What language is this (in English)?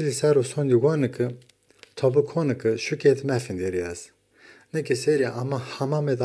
Zaza